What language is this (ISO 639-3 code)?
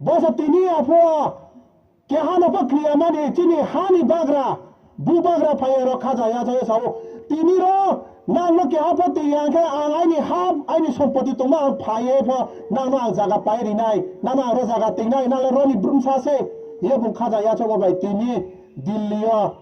ria